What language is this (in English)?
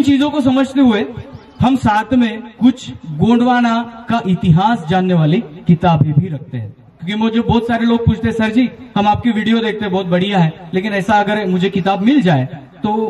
Hindi